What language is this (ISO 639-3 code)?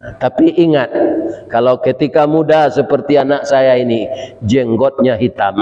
min